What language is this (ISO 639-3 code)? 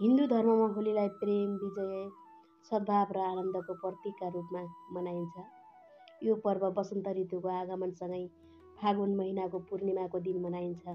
nep